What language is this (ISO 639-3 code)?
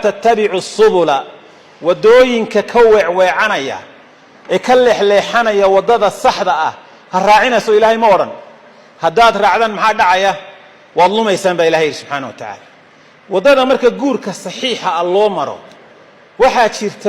som